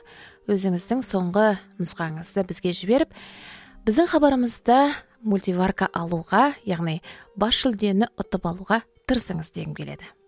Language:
Kazakh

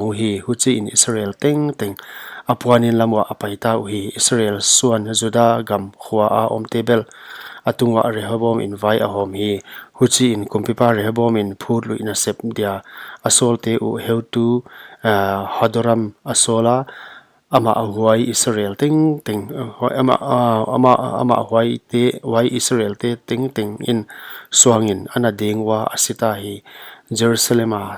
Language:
Paite Chin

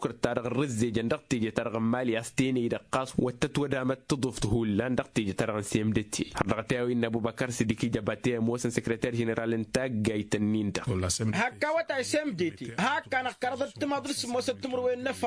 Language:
Tamasheq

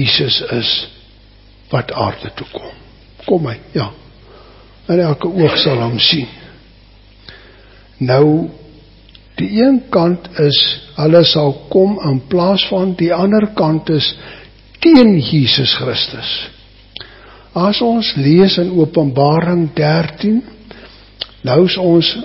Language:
Afrikaans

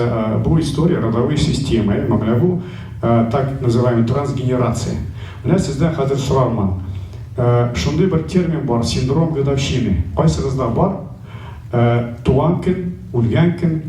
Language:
Tatar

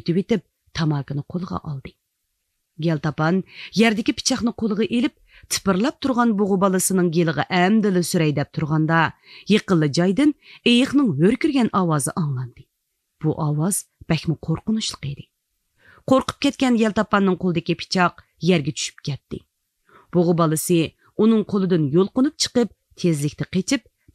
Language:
Uyghur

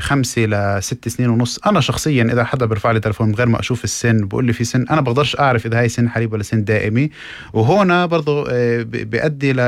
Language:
North Levantine Arabic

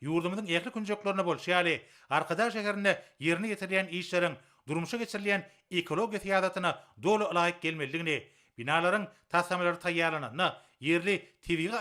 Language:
Turkmen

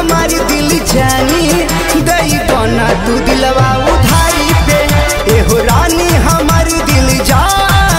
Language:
Bhojpuri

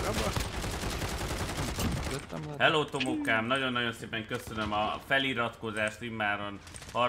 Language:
Hungarian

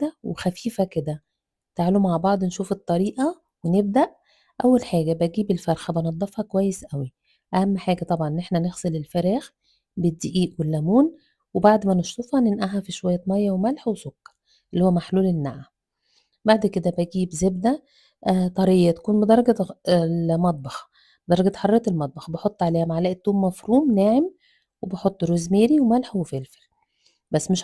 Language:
Egyptian Arabic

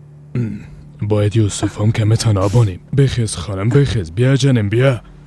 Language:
Persian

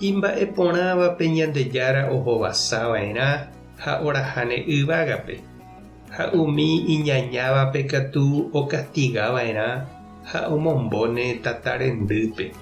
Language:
Guarani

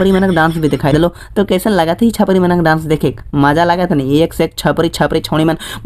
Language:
Sadri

